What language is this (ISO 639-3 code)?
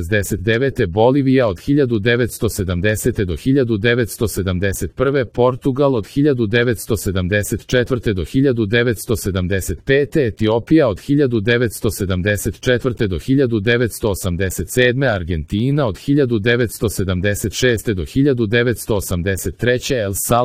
srp